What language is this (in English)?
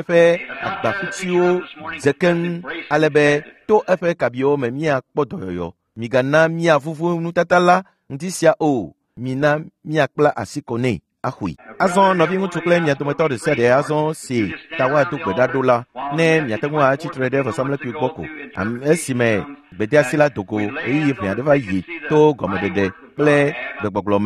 Ewe